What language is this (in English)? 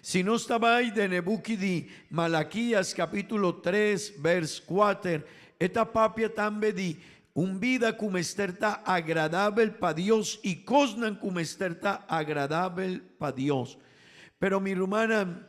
Papiamento